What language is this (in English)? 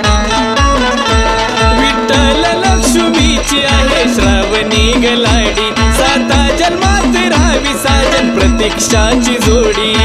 Marathi